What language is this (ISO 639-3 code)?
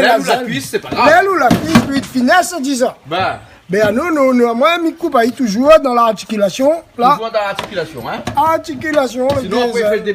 rcf